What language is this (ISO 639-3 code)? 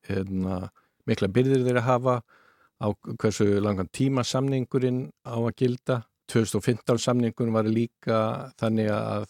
isl